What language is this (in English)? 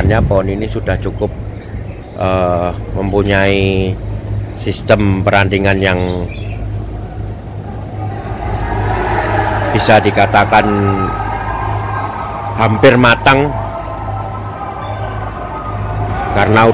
Indonesian